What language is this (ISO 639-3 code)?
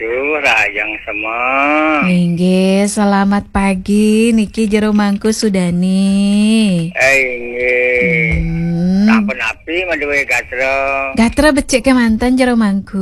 ban